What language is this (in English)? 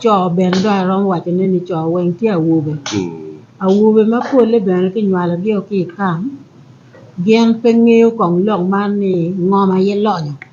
Acoli